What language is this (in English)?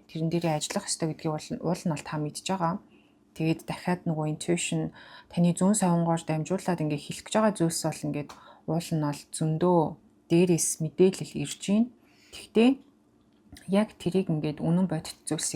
Mongolian